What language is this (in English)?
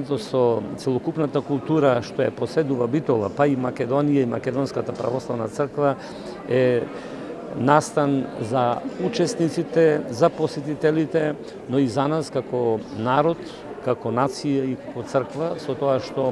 Macedonian